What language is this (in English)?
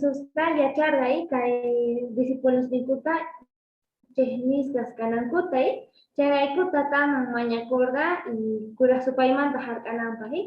South Bolivian Quechua